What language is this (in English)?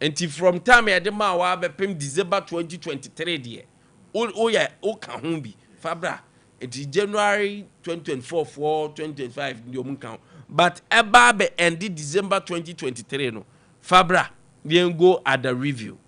Akan